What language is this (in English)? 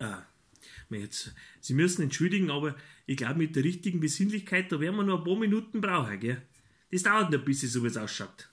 Bavarian